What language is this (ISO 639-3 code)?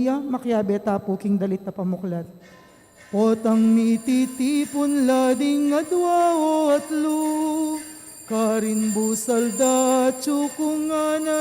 pam